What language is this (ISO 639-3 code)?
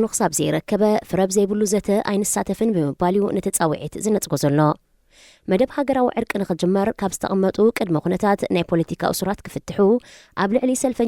tir